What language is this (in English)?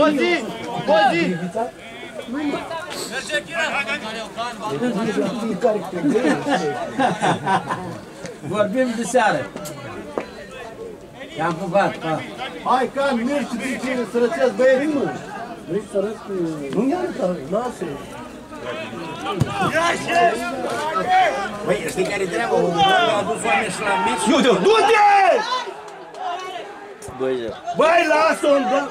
Romanian